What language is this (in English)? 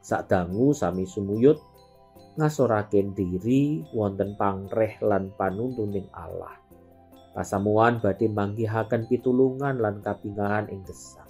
Javanese